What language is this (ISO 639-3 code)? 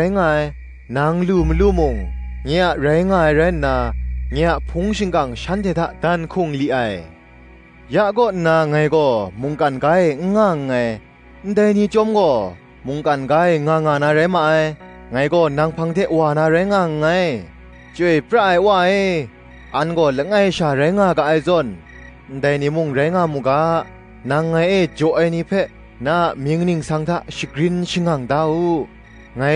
kac